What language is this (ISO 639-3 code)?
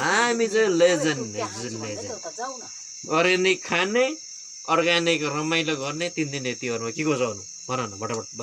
nep